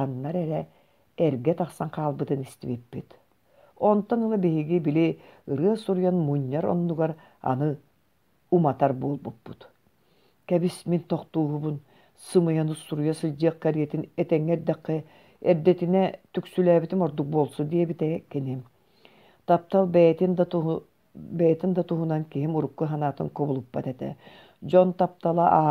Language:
Yakut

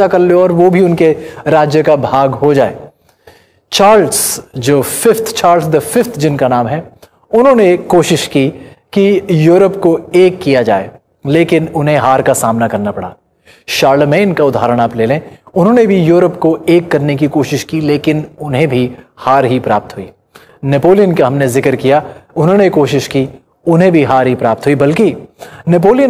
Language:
Hindi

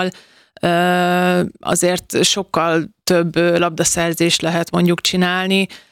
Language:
Hungarian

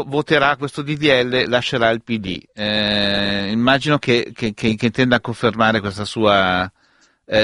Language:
Italian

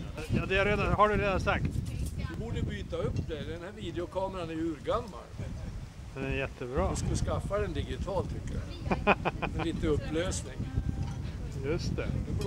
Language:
Swedish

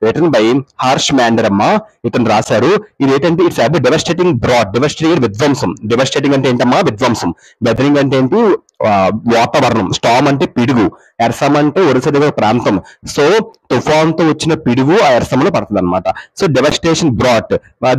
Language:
Telugu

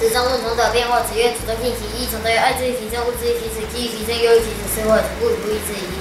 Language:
Literary Chinese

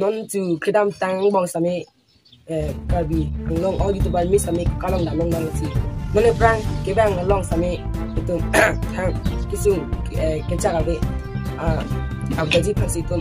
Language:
Karbi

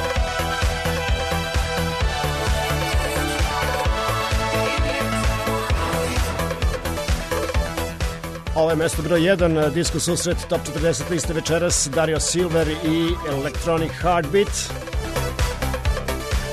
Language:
Serbian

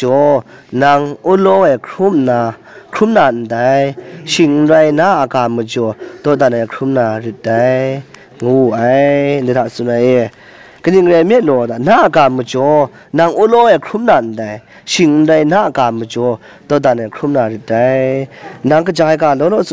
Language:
Kachin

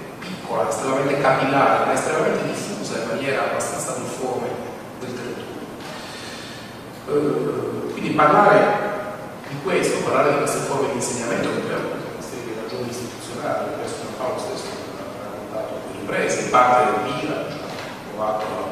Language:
Italian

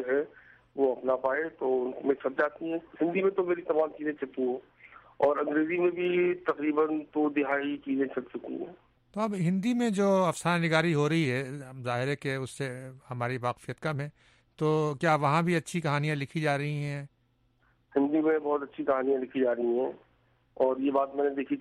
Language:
Urdu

